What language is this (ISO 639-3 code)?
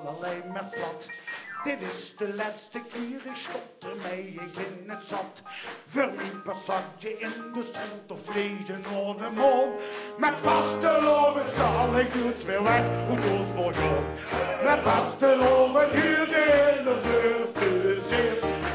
lim